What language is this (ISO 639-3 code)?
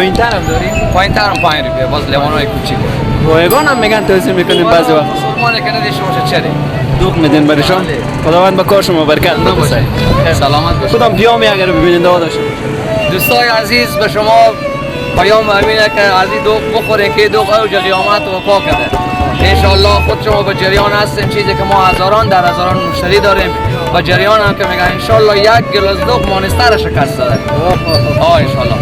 fas